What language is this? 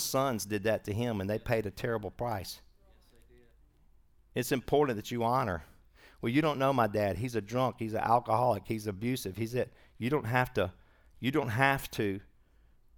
English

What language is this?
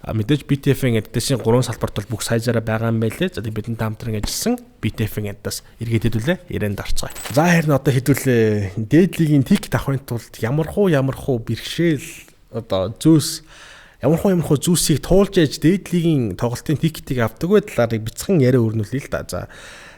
Mongolian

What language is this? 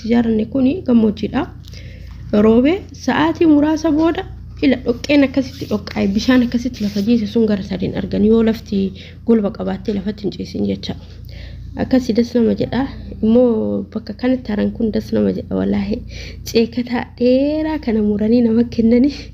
Oromo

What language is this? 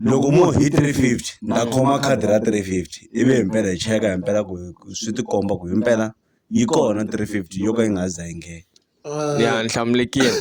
Tsonga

